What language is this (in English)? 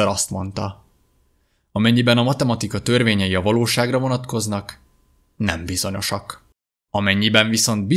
Hungarian